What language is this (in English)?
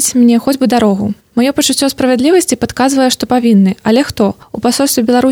Belarusian